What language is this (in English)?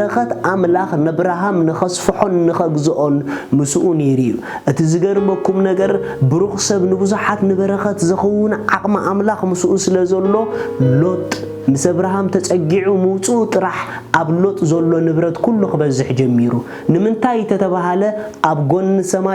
Tigrinya